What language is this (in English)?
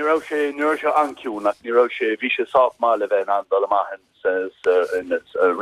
Irish